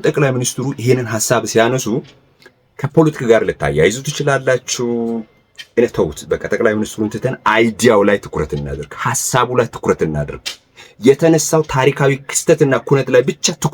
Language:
Amharic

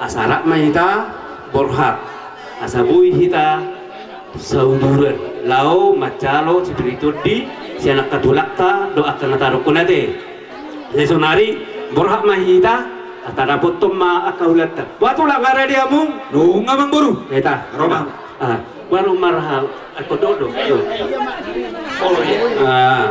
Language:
Batak Toba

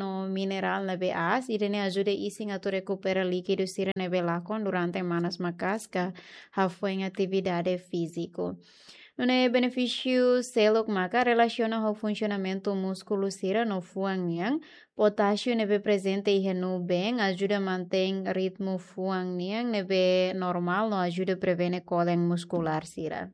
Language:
Tetum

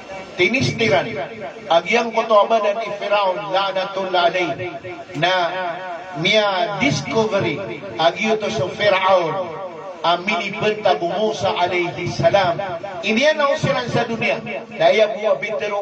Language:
Maranao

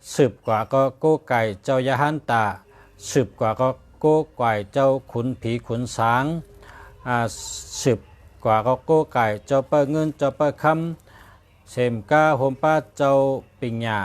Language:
Shan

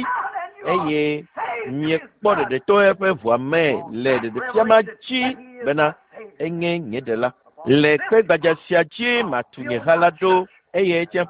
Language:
Ewe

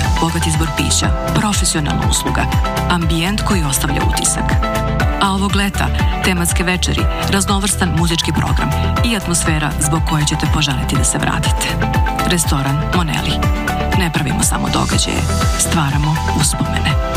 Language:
Serbian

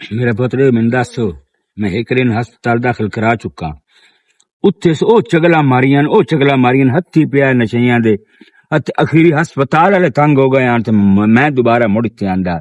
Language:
Western Panjabi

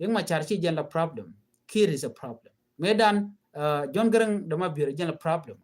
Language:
Nuer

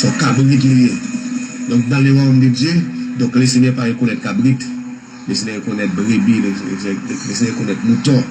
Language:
Haitian Creole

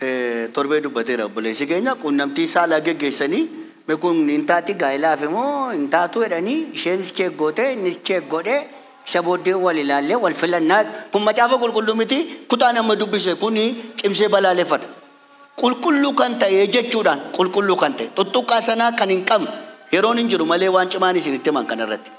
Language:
Oromo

